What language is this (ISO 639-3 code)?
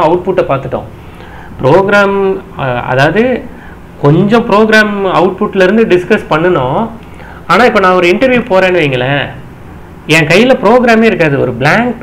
tam